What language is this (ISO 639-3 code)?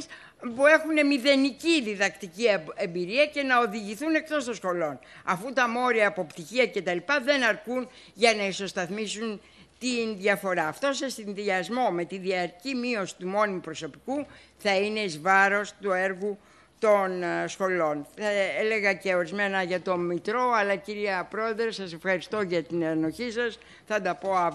ell